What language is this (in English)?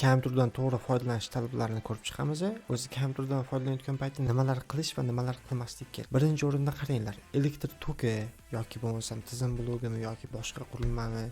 Uzbek